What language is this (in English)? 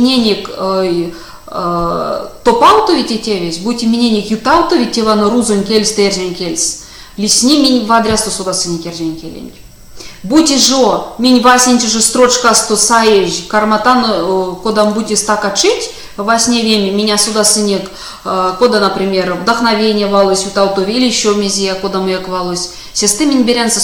Erzya